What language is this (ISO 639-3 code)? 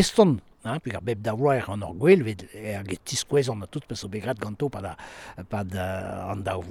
bre